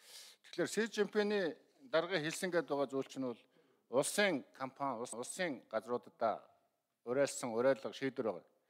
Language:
Mongolian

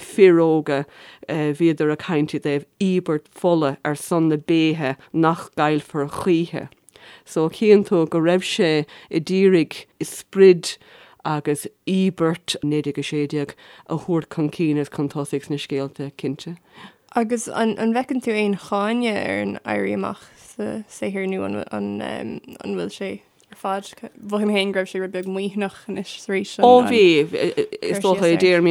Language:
Irish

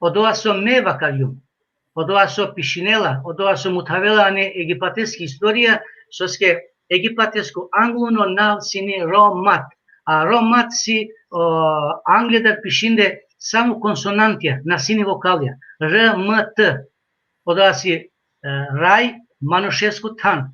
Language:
Balkan Romani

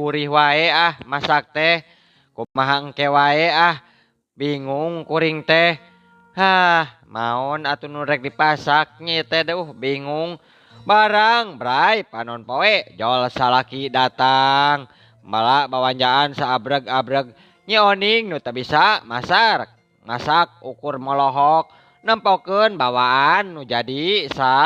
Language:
Sundanese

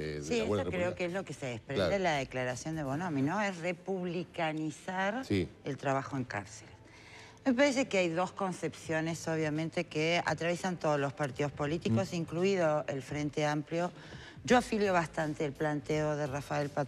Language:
Spanish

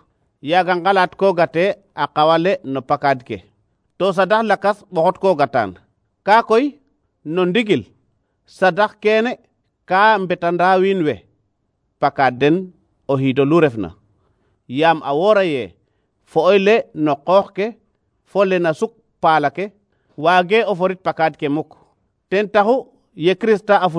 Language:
Serer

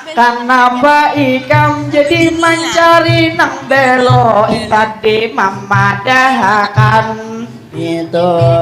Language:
Banjar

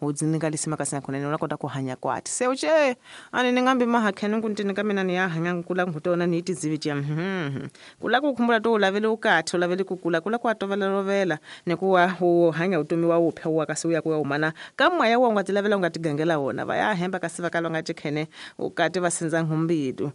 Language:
Tsonga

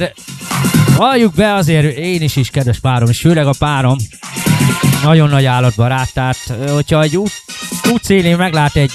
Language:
Hungarian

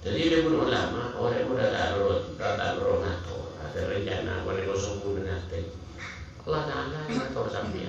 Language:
Madurese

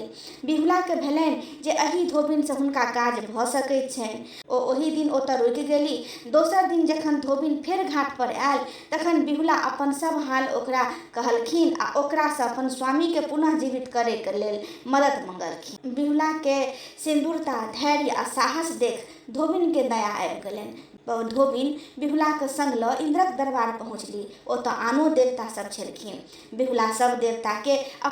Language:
Maithili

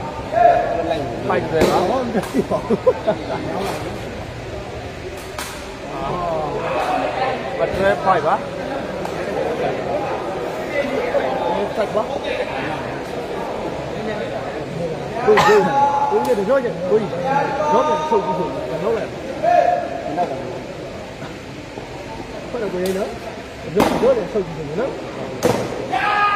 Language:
Burmese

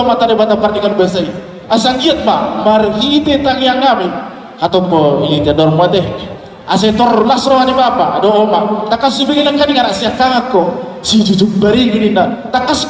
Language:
Batak Toba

